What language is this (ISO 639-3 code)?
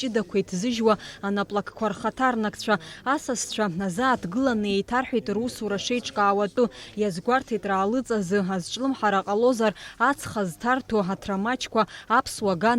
abk